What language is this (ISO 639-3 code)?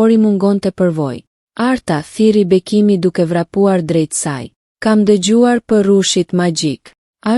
sqi